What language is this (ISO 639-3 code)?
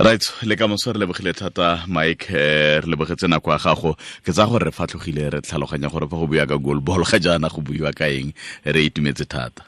tsn